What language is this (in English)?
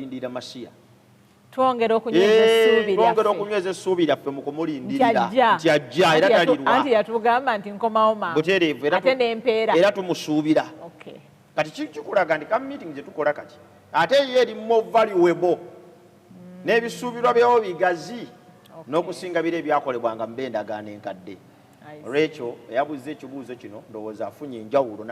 Ganda